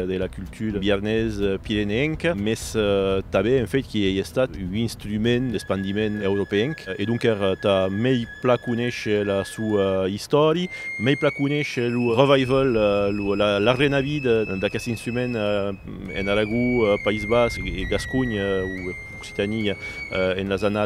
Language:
Occitan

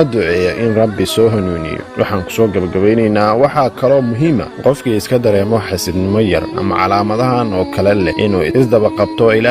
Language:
Somali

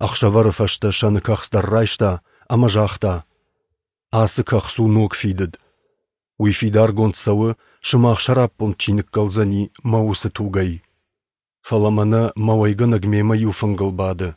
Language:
Ossetic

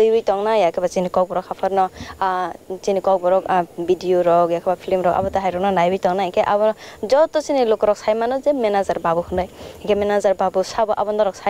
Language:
Kok Borok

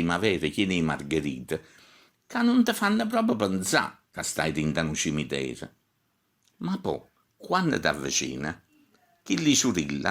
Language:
Neapolitan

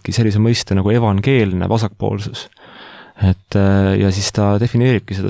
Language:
Estonian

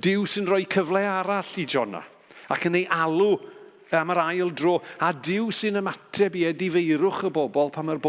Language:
Welsh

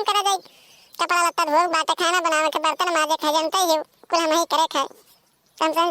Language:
Awadhi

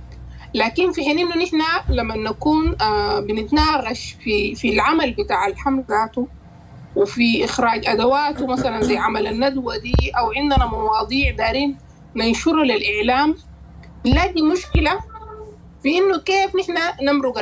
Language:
Sudanese Arabic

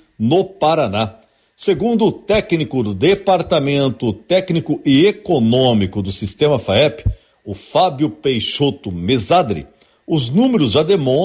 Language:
Portuguese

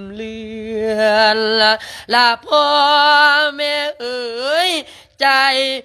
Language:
Lao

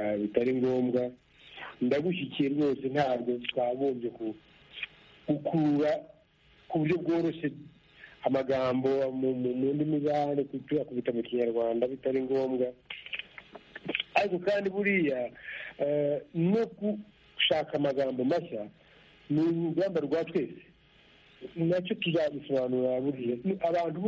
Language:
Kinyarwanda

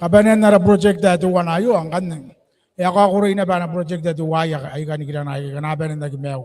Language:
Gilbertese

